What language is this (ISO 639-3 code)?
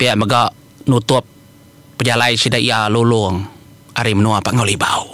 iba